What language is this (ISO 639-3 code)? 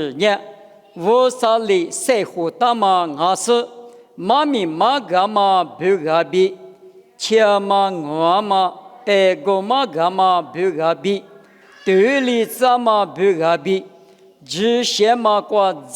lis